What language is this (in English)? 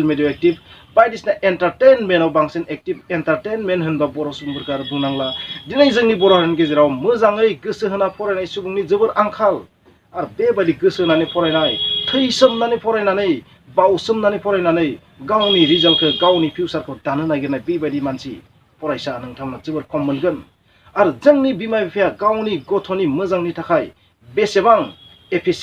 Bodo